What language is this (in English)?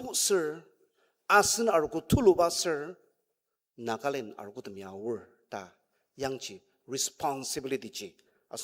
Ao Naga